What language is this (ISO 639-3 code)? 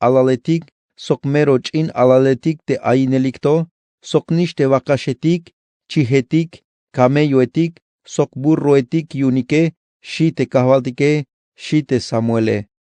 tzh